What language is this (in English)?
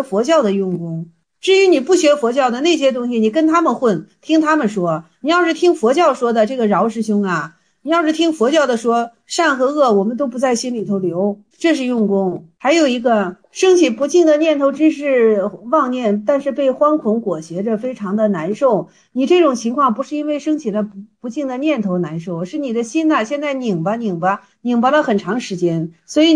Chinese